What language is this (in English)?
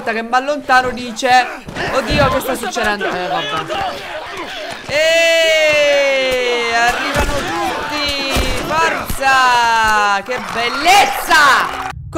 Italian